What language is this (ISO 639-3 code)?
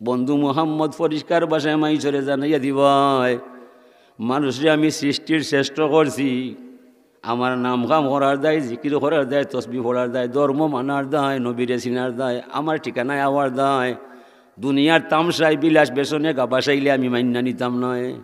syl